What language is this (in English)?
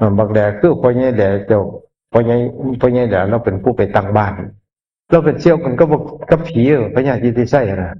Northeastern Thai